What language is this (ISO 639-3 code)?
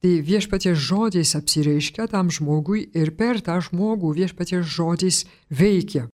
lit